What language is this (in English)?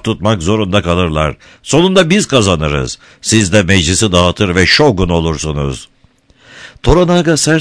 Turkish